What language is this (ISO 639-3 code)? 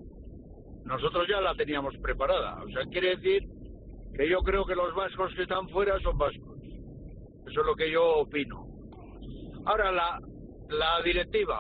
spa